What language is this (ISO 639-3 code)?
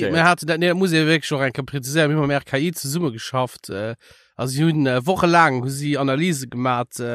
ltz